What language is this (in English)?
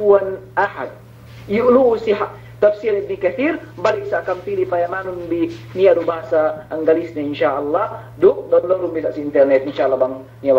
Yakan